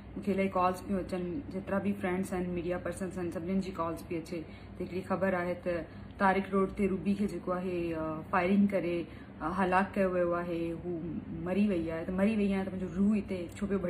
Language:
Sindhi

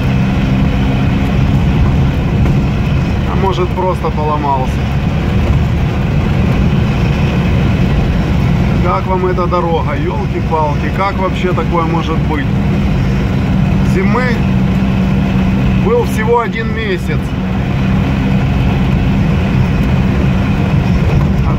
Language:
Russian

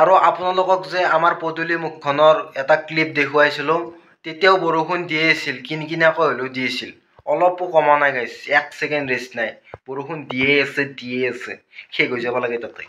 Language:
Assamese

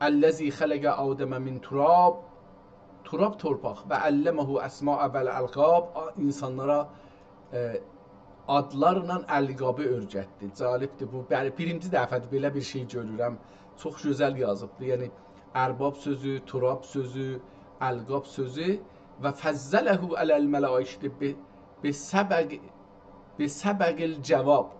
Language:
South Azerbaijani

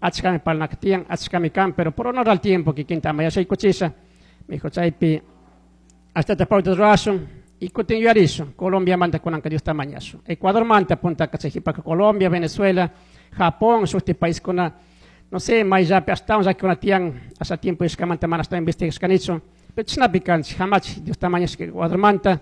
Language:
Chimborazo Highland Quichua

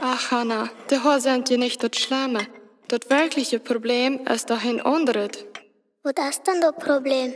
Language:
Plautdietsch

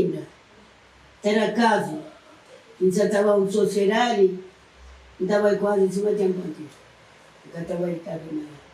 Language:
Kabuverdianu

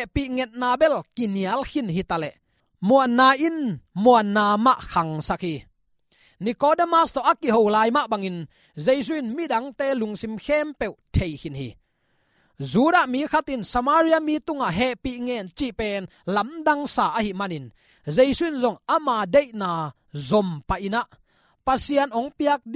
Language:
Tedim Chin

